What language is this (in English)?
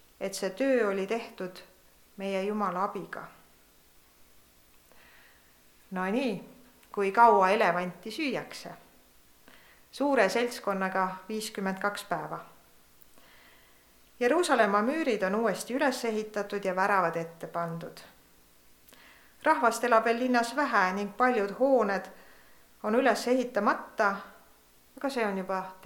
Estonian